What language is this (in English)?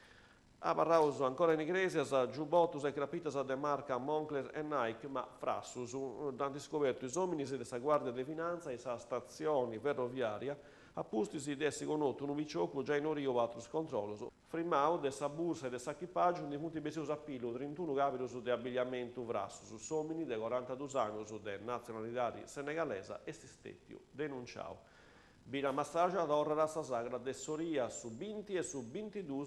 Sardinian